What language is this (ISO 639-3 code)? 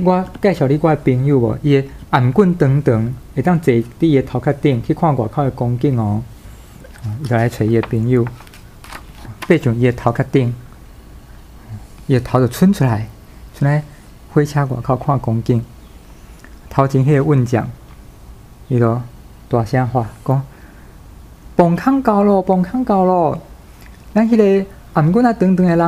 nan